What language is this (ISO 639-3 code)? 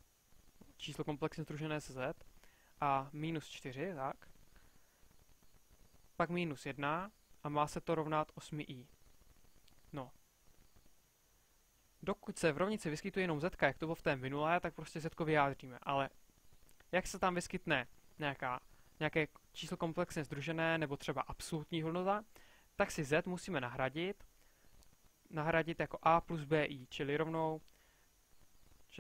ces